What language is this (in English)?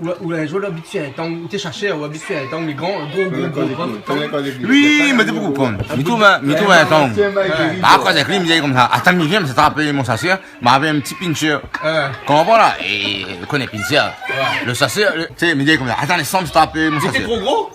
Réunion Creole French